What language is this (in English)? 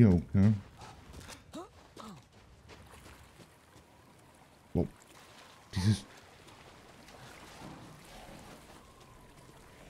German